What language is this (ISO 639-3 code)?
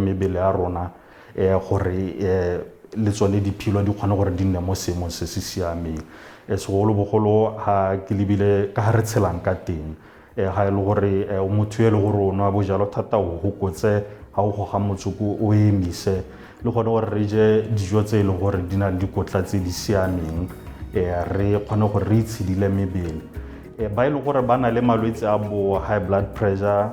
tsn